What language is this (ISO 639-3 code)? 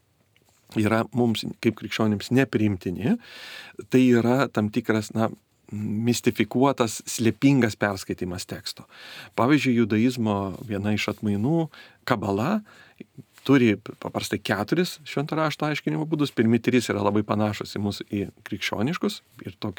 lit